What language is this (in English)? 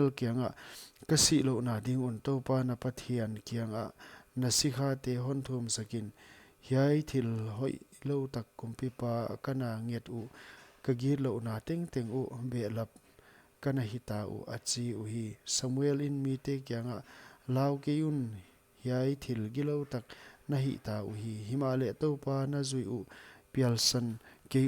Paite Chin